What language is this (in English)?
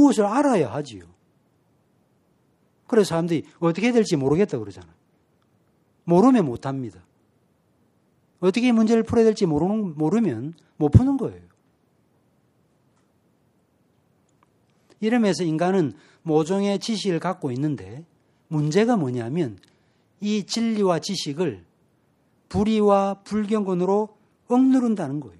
Korean